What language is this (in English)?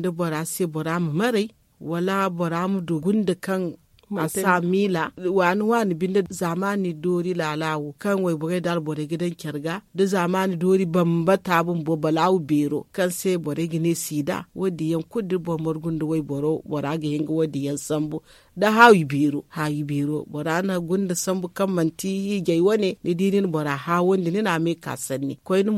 Zarma